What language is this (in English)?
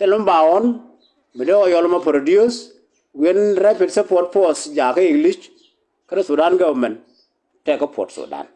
Nuer